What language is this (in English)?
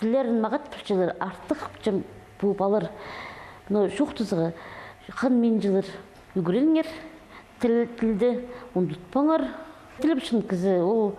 Khakas